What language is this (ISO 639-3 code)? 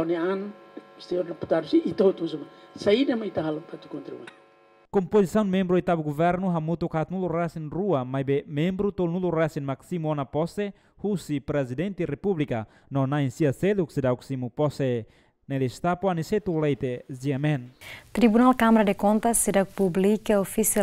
tet